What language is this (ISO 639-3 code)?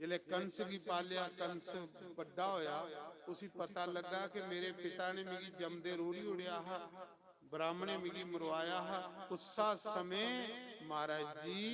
doi